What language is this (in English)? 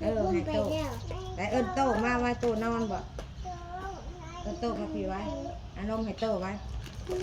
Northeastern Thai